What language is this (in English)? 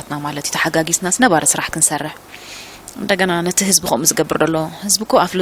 Tigrinya